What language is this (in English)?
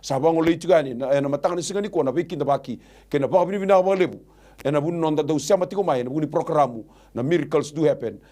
Fijian